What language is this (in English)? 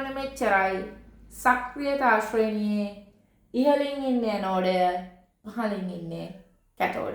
Sinhala